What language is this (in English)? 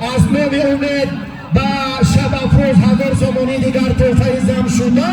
Tajik